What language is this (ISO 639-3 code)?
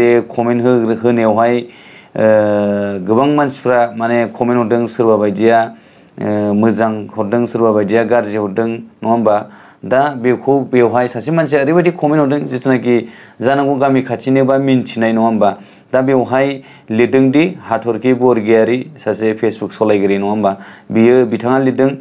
brx